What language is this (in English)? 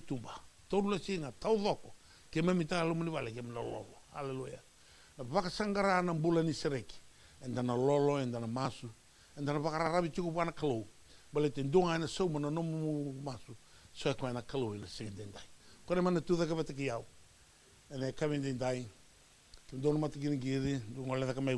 Fijian